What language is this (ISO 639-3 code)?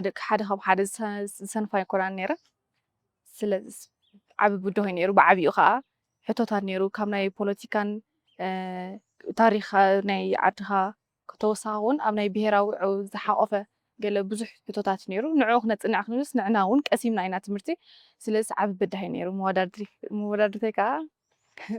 tir